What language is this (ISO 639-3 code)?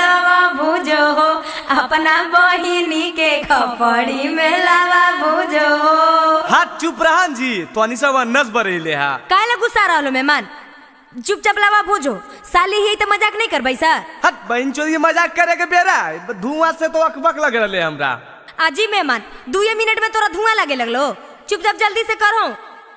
mag